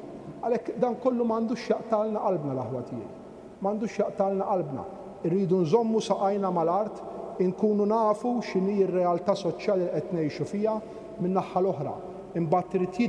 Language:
Maltese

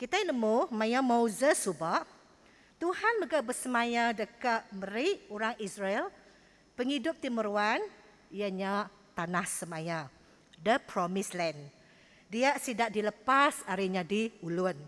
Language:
Iban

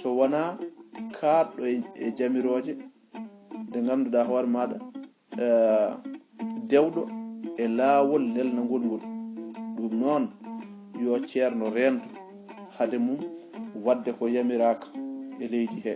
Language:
Fula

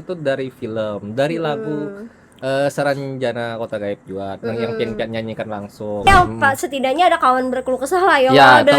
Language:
Banjar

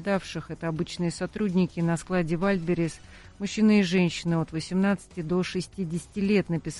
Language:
Russian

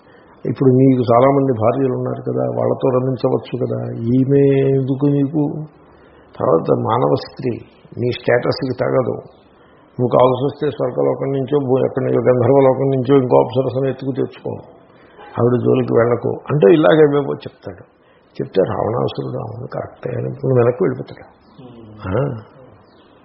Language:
Telugu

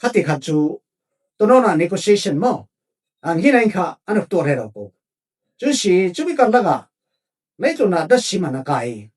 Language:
Falam Chin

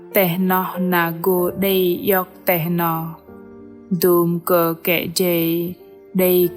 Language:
Bahnar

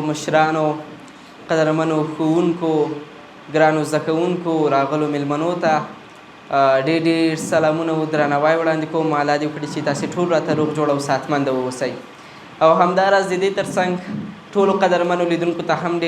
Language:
Pashto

